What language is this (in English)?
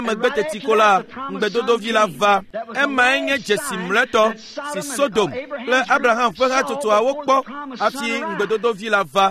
Ewe